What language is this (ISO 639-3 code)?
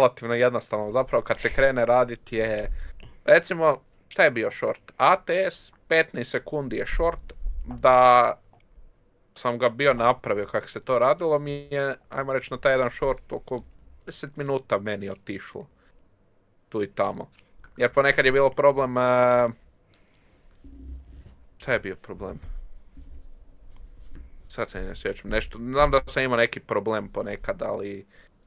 hrv